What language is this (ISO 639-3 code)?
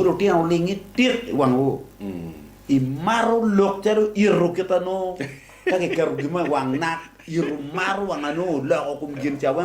ach